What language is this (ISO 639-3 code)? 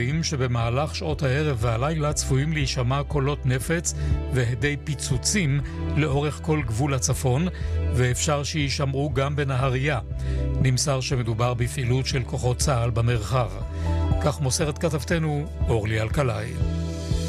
heb